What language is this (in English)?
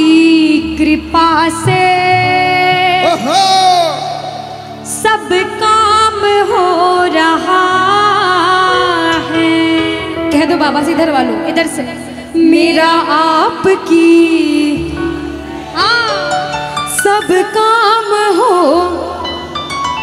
Hindi